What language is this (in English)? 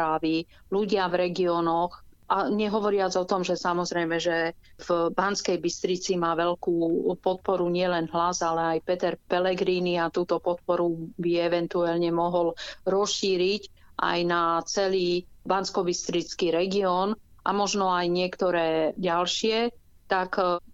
Slovak